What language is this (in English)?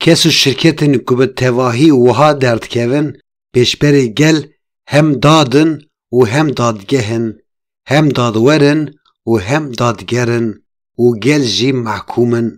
Kurdish